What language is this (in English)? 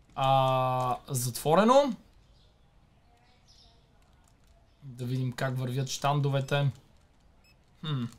Bulgarian